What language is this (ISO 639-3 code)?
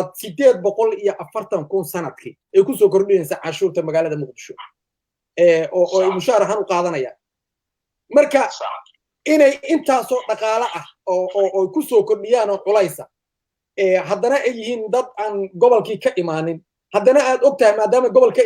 som